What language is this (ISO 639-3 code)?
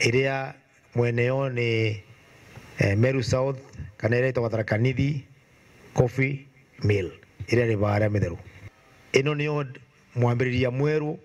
mer